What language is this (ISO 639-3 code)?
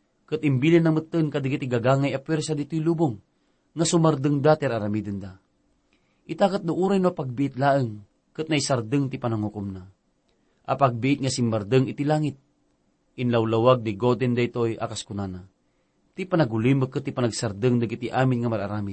ilo